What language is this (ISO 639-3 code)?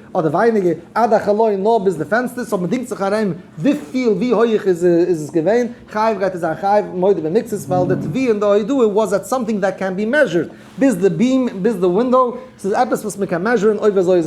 yid